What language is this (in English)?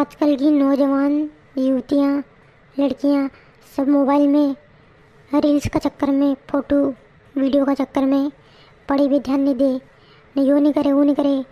Rajasthani